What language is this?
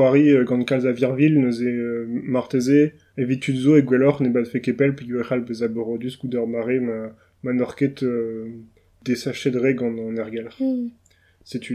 Breton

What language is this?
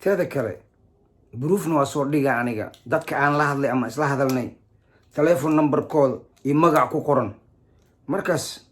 Somali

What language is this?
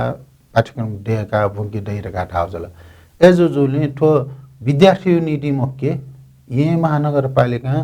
Newari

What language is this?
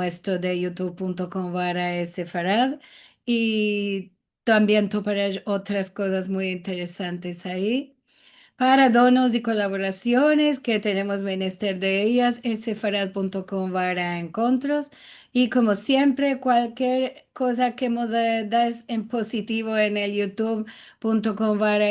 Ladino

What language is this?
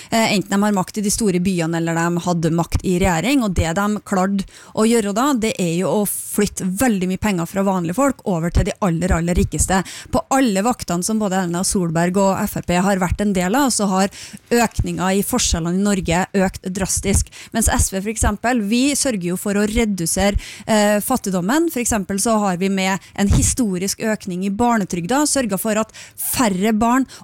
Norwegian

